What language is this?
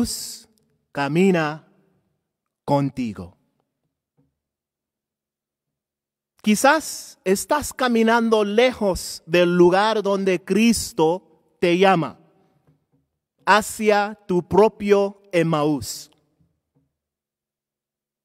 Spanish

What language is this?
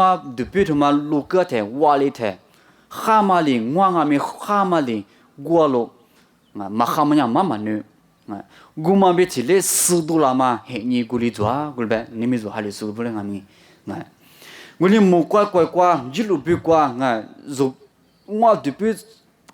Lisu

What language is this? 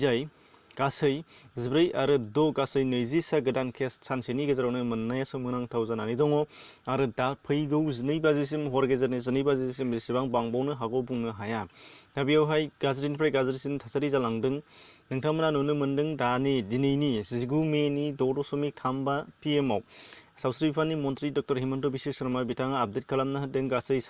Bodo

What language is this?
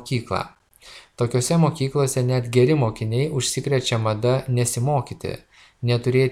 Lithuanian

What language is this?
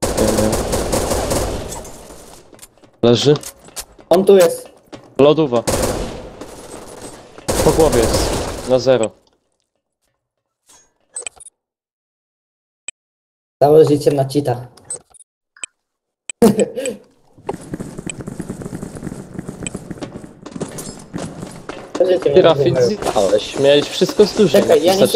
Polish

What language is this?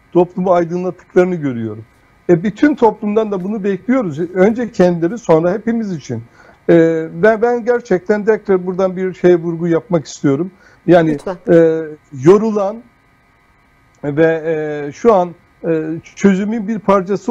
Turkish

